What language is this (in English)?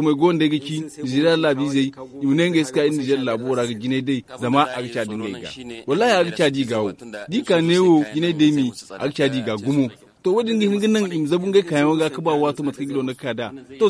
Zarma